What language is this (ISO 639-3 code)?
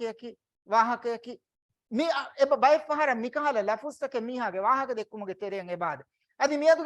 div